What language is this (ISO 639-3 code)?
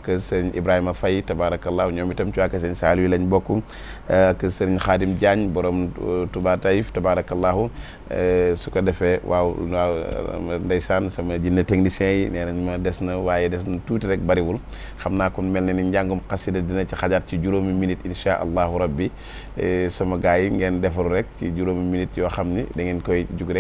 wol